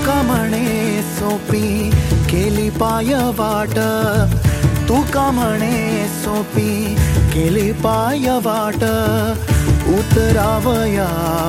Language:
Marathi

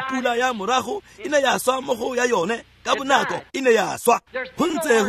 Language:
Tswana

